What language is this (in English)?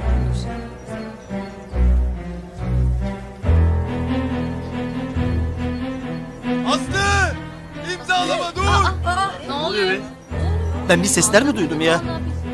Turkish